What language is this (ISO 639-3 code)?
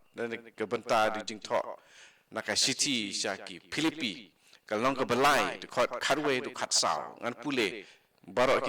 kha